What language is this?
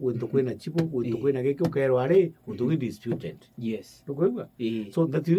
Meru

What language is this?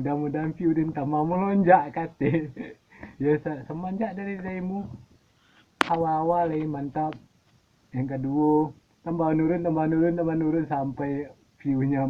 Minangkabau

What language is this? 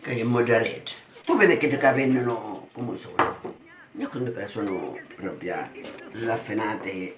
Sicilian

